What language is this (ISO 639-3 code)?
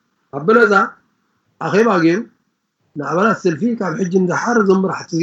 tir